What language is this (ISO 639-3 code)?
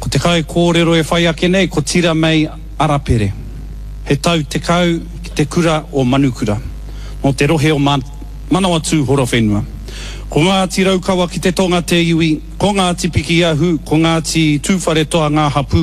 mri